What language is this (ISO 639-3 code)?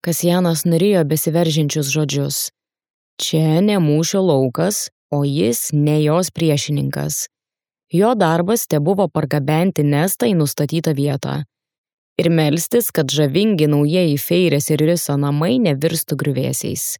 lit